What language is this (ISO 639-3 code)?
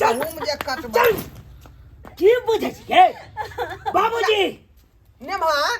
mai